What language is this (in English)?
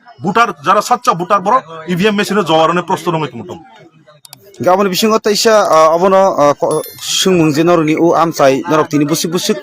Kok Borok